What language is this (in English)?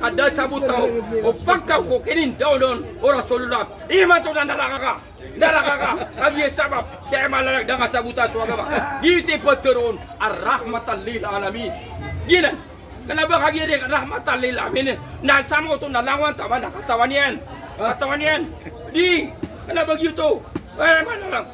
Maranao